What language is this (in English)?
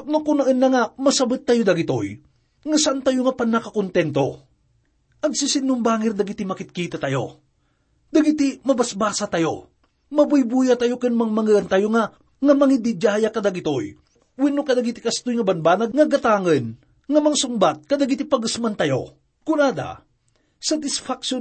Iloko